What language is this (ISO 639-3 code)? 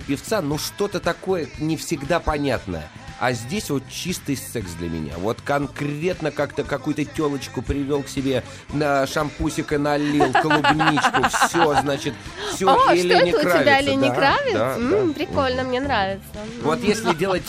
rus